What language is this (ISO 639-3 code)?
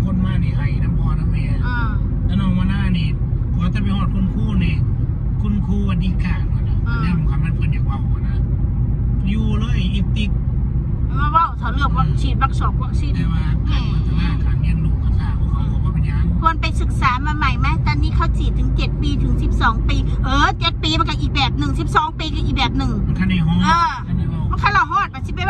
tts